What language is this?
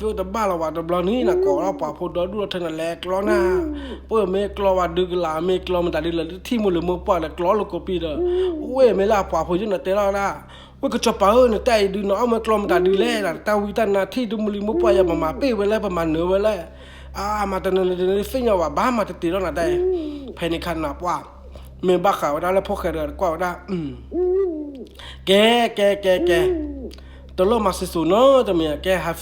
S'gaw Karen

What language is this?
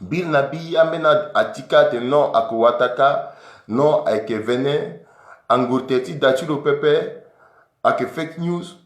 Sango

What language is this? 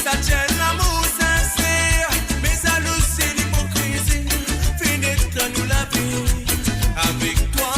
Morisyen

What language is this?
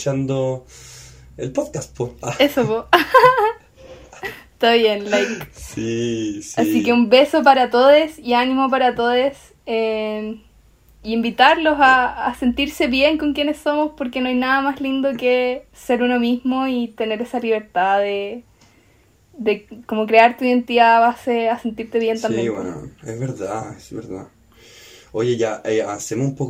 Spanish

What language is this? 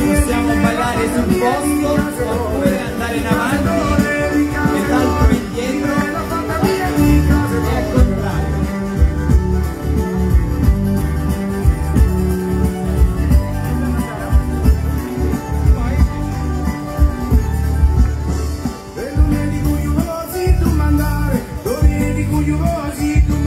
Italian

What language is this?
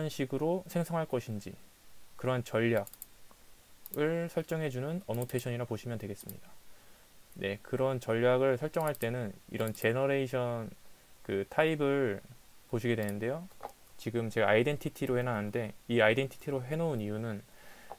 Korean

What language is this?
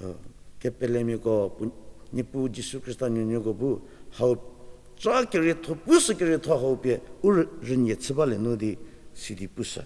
Angami Naga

